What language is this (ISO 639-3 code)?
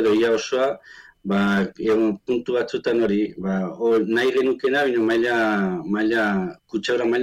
eus